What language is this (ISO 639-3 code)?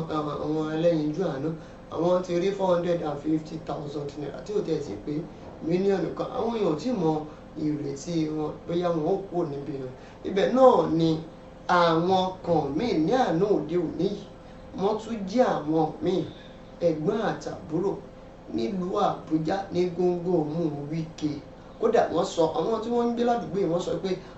yor